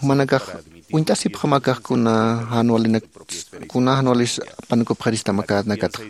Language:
Aymara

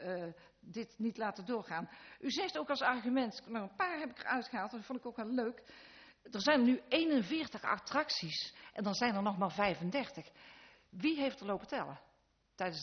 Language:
Dutch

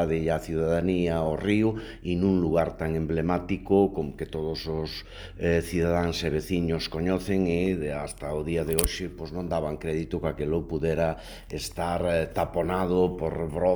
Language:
Galician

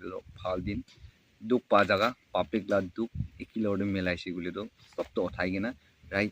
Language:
Naga Pidgin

